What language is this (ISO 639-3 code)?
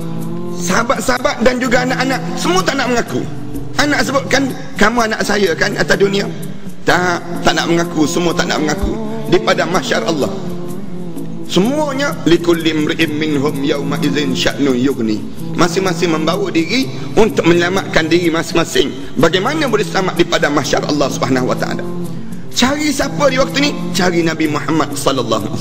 msa